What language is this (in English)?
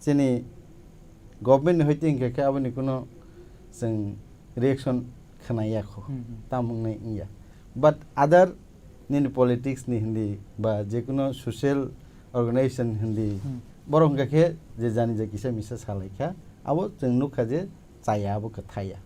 Kok Borok